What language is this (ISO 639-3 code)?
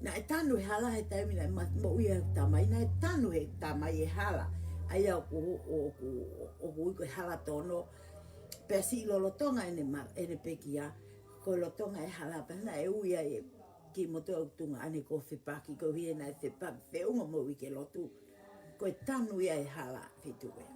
ton